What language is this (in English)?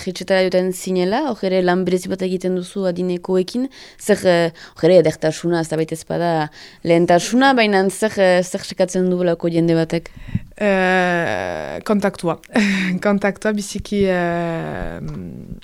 Basque